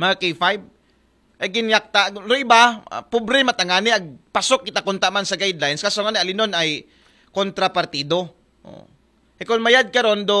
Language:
Aklanon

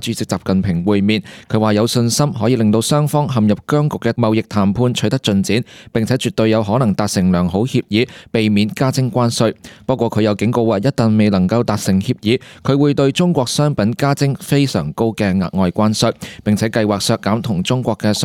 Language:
Cantonese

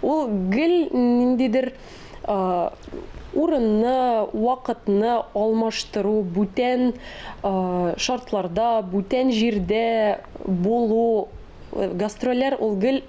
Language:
Tatar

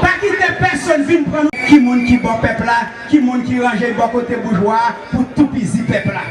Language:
Haitian Creole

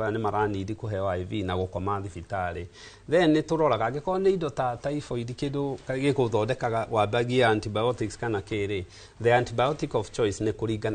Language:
Kikuyu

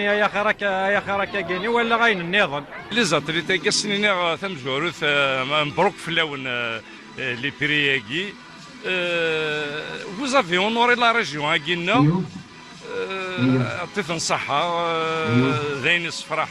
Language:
Kabyle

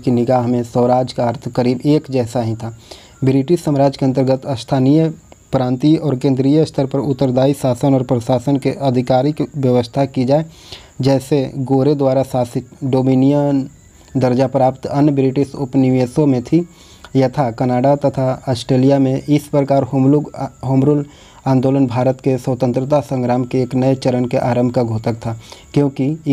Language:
Hindi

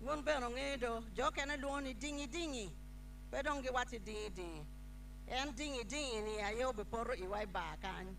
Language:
Acoli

